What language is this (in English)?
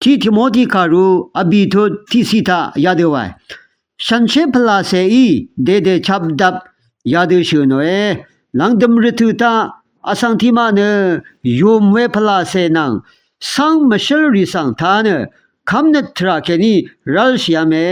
Rawang